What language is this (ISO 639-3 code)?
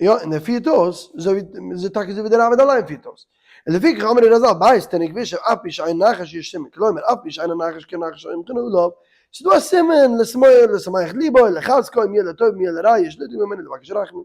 yid